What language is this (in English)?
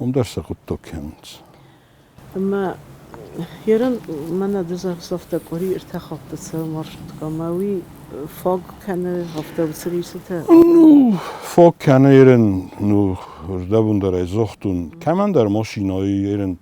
Ossetic